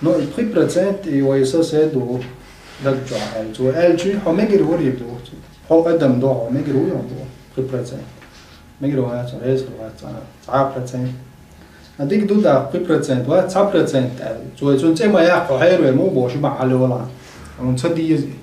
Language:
Chechen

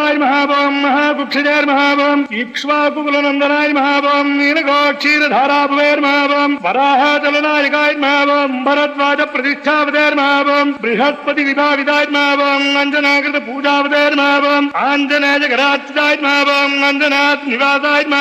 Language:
Telugu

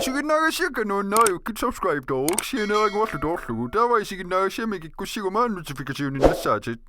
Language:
Kalaallisut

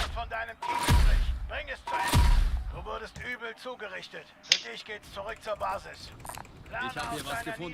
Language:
Bavarian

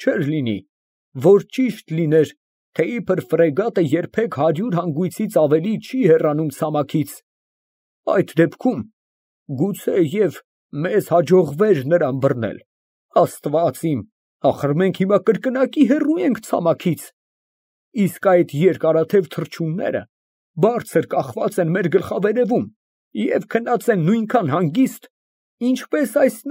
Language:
Armenian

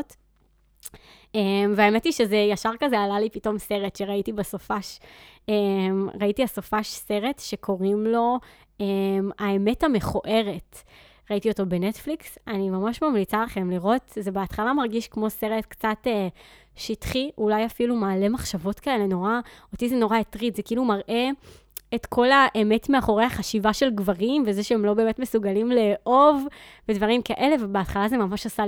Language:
Hebrew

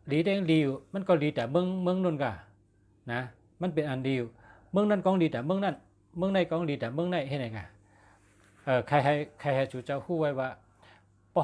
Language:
Shan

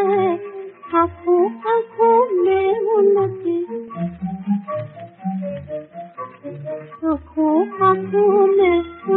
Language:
Hindi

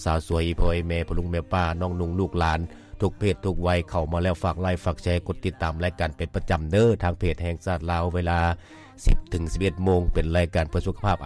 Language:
Lao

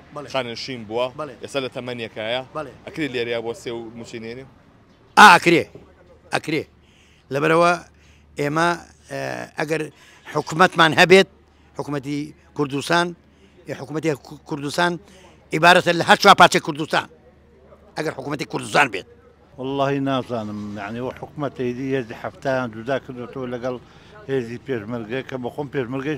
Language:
Central Kurdish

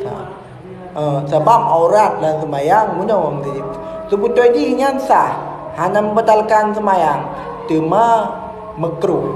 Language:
Achinese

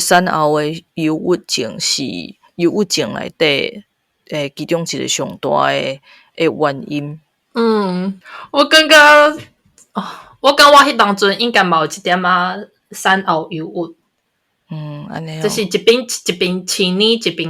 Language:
Min Nan Chinese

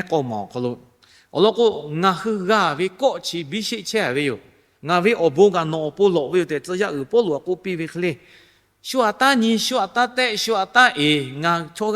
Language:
Lahu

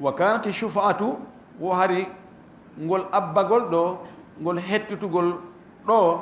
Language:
Fula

